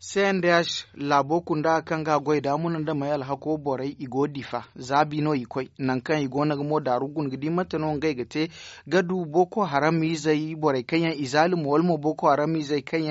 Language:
Zarma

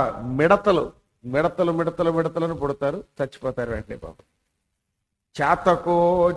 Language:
Telugu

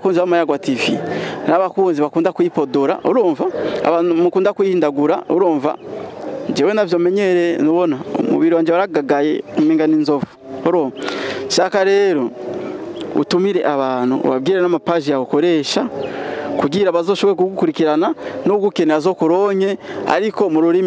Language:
Rundi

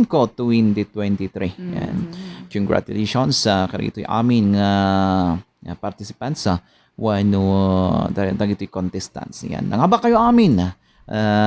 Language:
Iloko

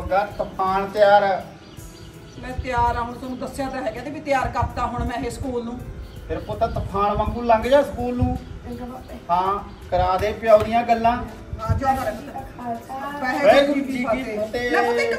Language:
Punjabi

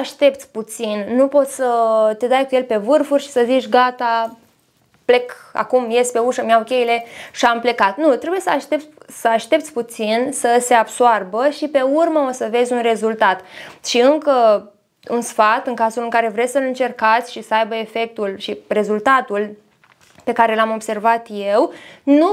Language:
Romanian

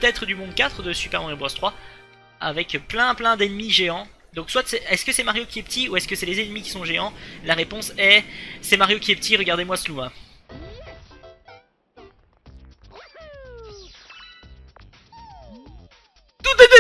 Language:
French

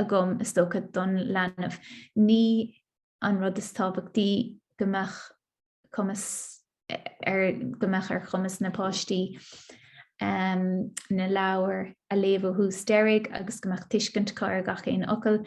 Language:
Irish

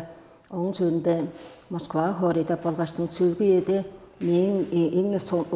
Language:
Tuvinian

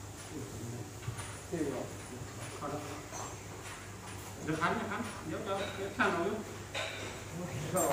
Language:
Thai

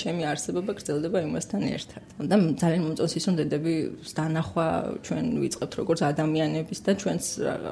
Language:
Georgian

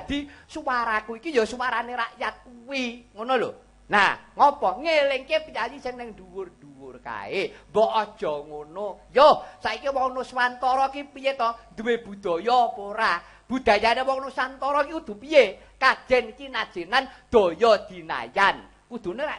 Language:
Javanese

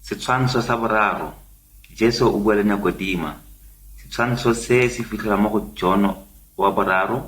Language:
Tswana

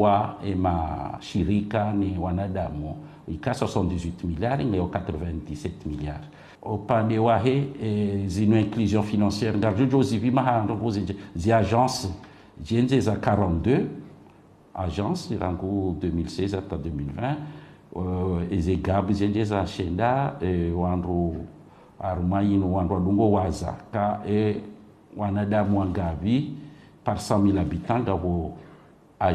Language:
Ngazidja Comorian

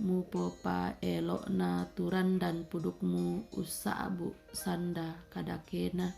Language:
Toraja-Sa'dan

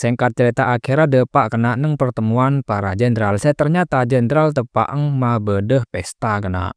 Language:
Madurese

